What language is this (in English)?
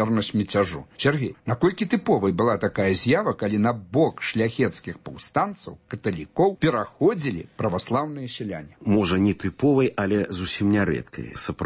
Belarusian